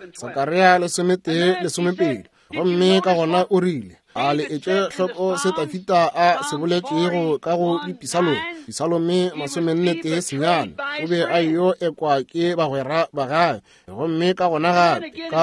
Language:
Northern Sotho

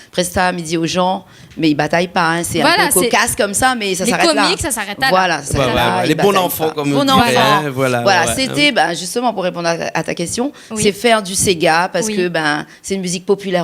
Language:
Réunion Creole French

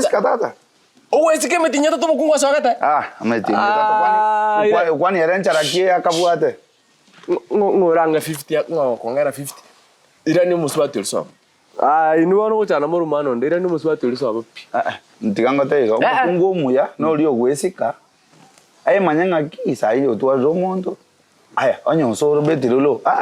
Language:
Gusii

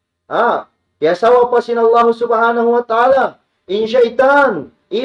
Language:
Tausug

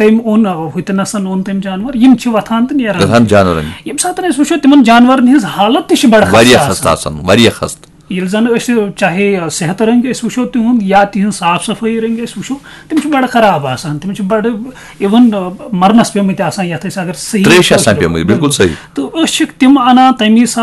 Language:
Kashmiri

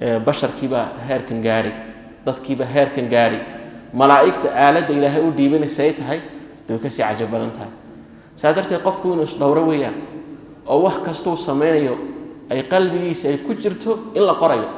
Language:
Somali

